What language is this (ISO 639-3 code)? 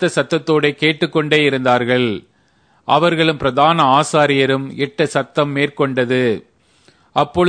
tam